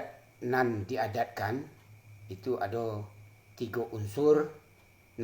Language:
Minangkabau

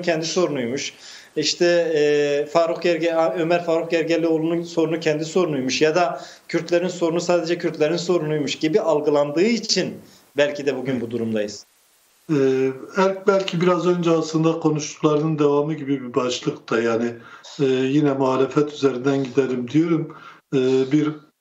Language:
Turkish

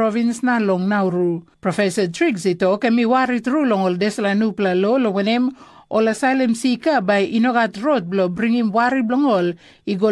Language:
Tok Pisin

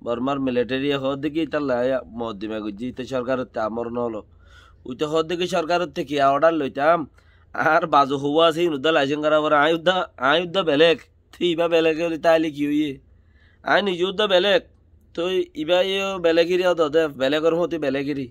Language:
Rohingya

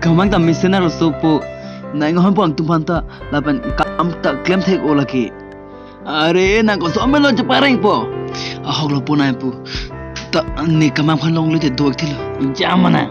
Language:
Karbi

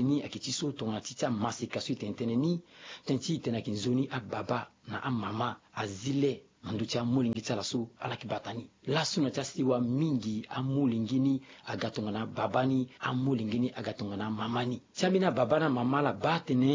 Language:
Sango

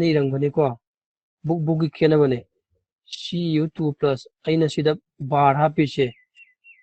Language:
Manipuri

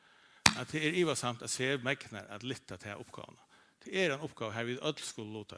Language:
Faroese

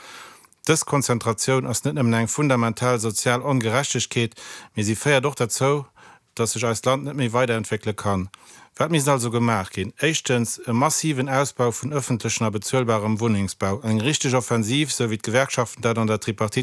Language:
Luxembourgish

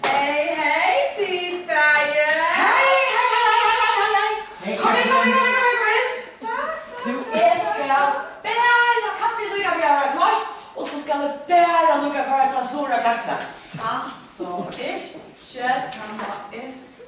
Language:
Faroese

